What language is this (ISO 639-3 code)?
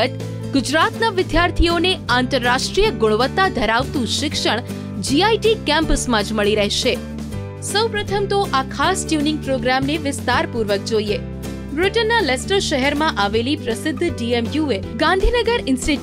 guj